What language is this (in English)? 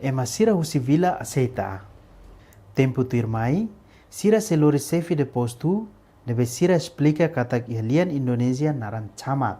Tetum